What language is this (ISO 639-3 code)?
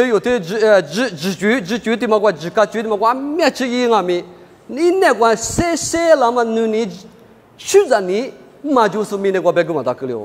lis